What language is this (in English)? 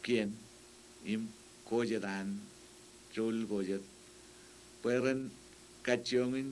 Marshallese